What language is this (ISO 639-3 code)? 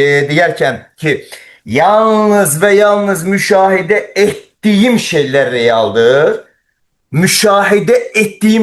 aze